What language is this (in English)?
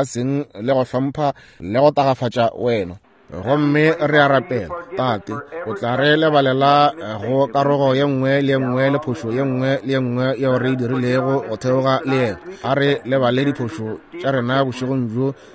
Northern Sotho